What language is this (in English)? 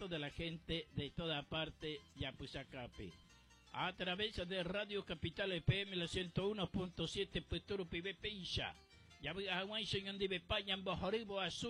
Guarani